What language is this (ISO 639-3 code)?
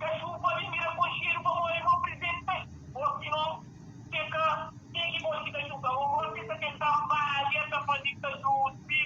kea